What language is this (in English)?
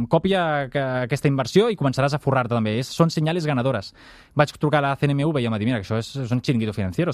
Catalan